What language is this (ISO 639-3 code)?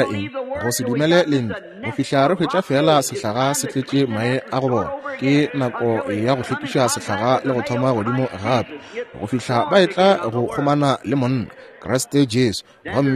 nso